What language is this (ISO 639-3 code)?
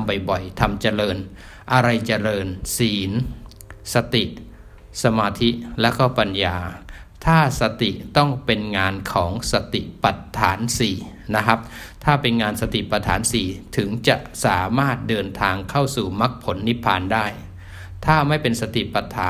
tha